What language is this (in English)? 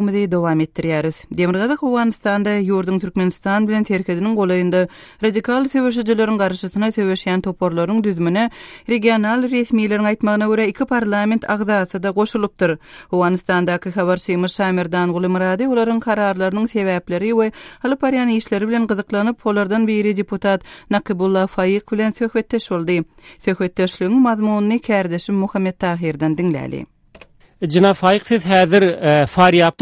Turkmen